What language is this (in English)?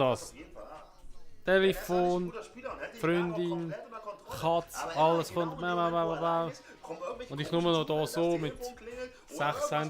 Swiss German